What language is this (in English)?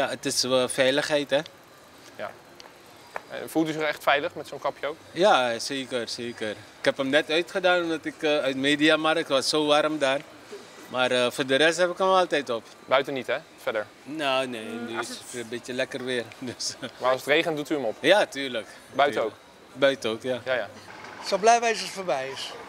Dutch